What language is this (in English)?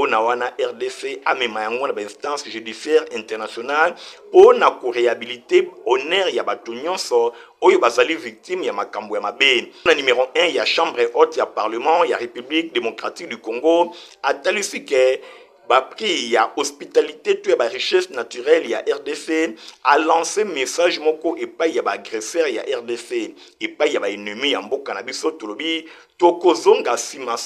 Lingala